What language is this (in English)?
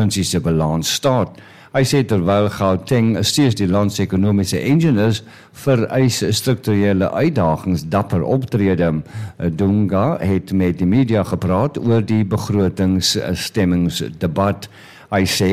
Afrikaans